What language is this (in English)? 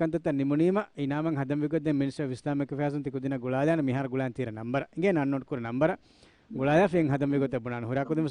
Divehi